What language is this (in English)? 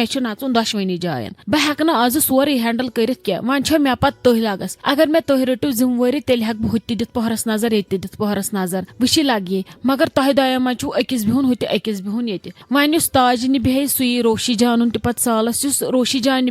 Kashmiri